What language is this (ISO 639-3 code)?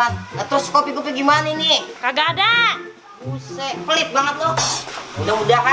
bew